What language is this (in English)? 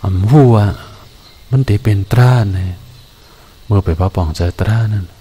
Shan